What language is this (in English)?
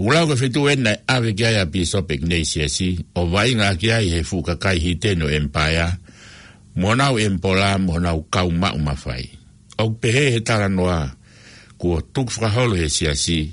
Tongan